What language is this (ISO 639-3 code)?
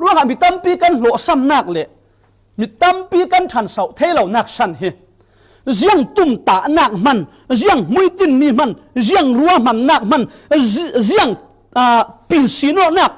cfm